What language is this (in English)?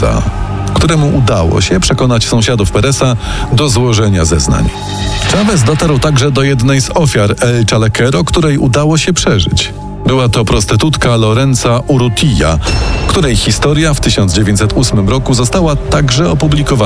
Polish